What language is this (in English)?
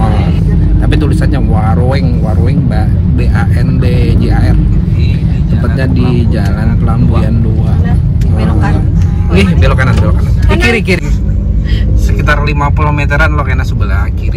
Banjar